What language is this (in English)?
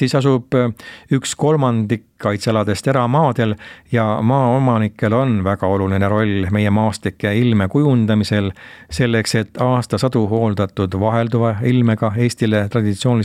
Estonian